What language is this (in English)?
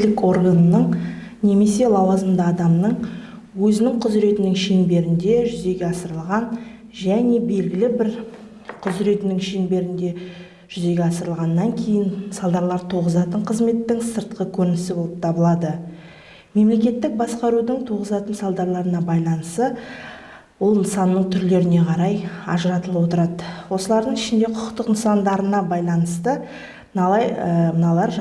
Kazakh